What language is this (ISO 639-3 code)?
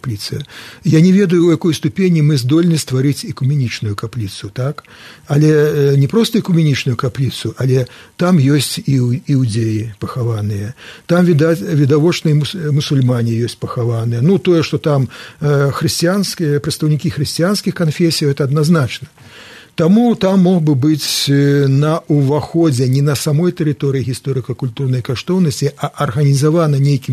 bel